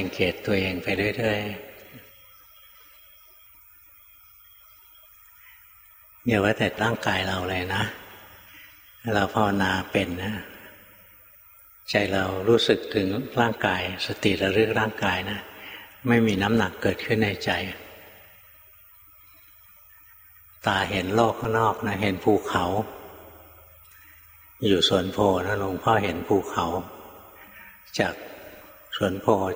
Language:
Thai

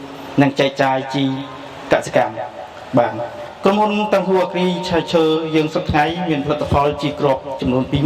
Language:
Khmer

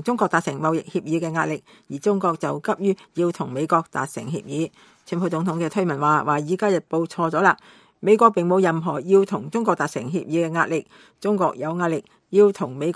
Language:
Cantonese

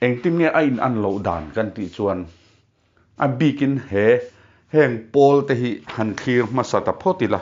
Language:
Mizo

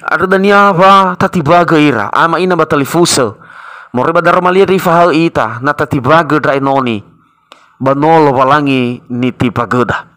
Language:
Nias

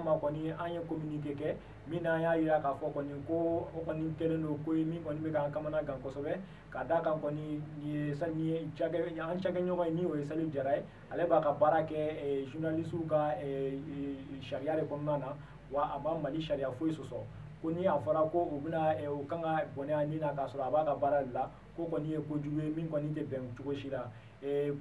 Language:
Bambara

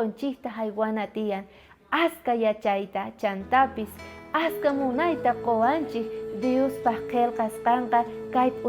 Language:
South Bolivian Quechua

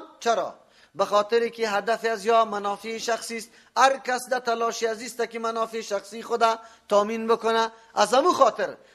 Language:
Persian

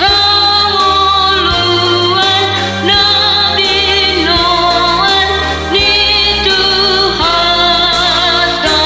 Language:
Batak Toba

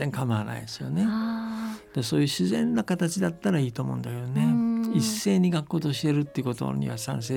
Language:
Japanese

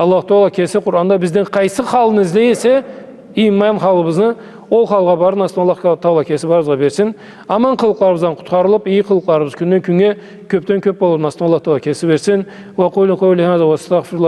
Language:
Karachay-Balkar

